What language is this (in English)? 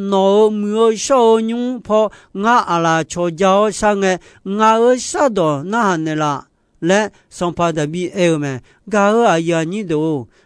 Akha